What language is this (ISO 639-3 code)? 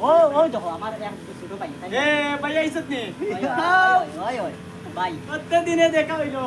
syl